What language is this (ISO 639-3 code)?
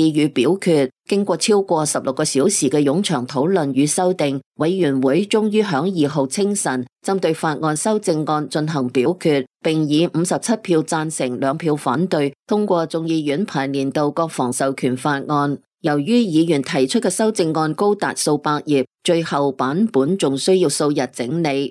yue